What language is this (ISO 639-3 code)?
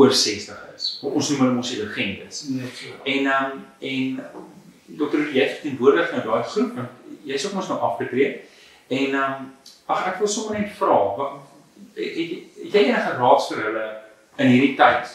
afr